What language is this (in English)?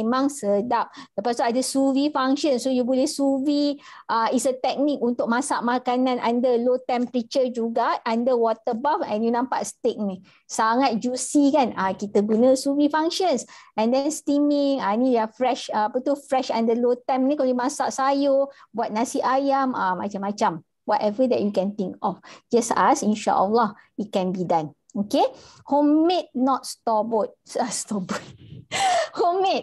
Malay